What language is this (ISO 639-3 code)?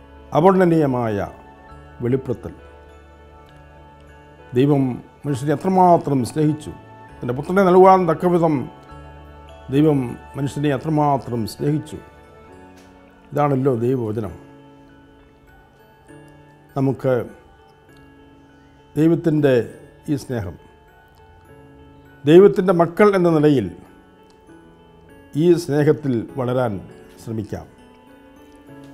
mal